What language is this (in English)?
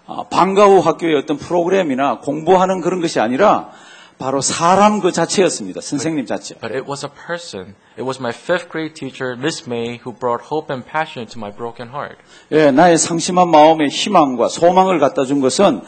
Korean